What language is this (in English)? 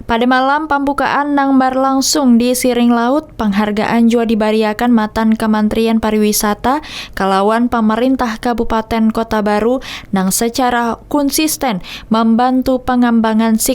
Banjar